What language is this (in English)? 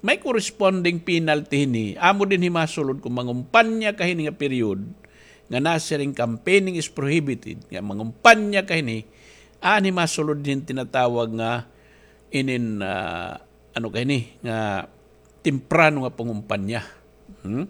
Waray